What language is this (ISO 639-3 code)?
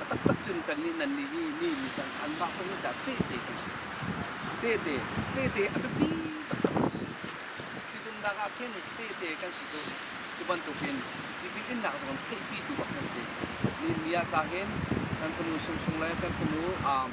cnh